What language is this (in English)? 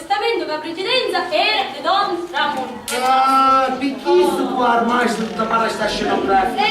Sicilian